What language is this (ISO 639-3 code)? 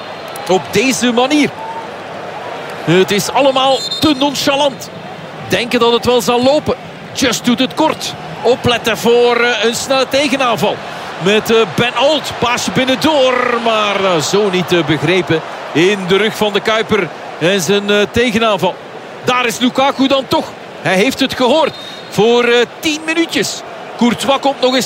nld